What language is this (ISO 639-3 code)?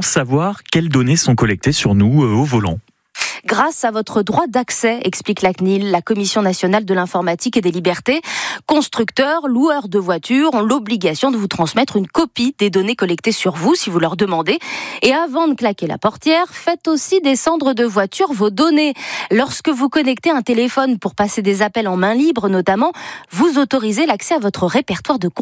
fra